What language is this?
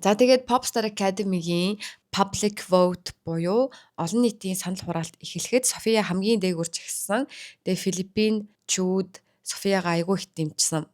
Mongolian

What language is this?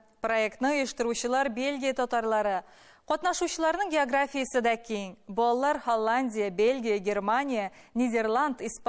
Tatar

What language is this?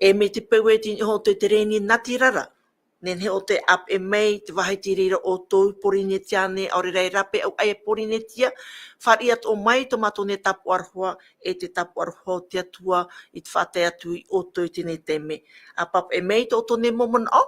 Tahitian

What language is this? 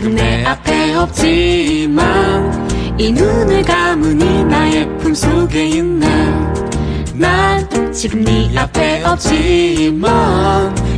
Korean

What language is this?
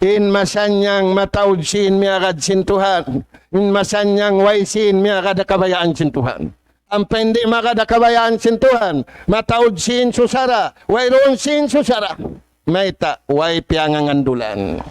Tausug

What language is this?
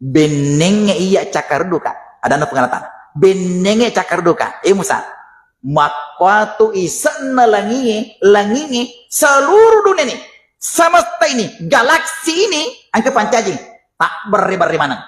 Buginese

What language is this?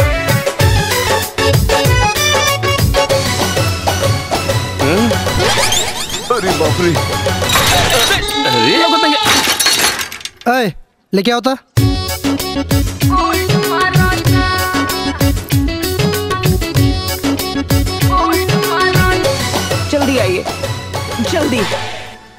Bhojpuri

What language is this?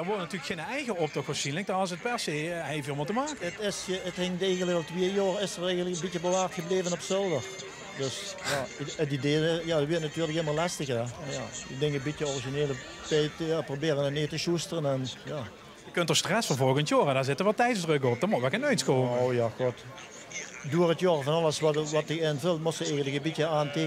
Limburgish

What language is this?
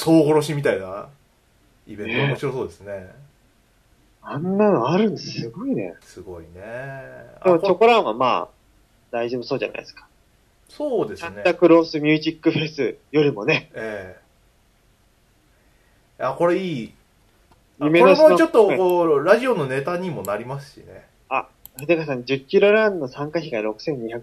Japanese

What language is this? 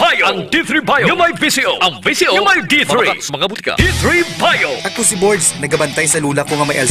Hiligaynon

